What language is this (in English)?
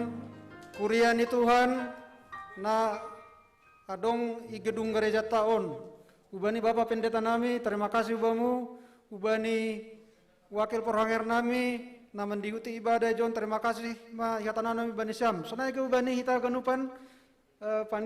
Batak Simalungun